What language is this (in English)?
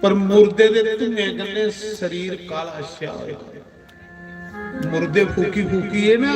Dogri